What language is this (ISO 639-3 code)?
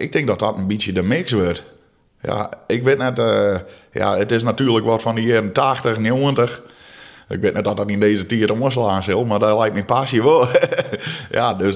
fry